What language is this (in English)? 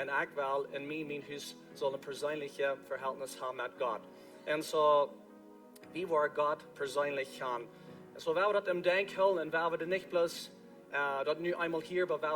Plautdietsch